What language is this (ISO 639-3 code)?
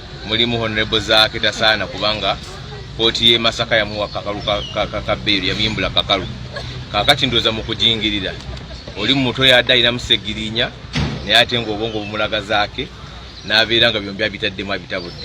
lug